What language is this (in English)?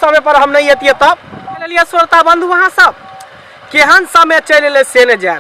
Maithili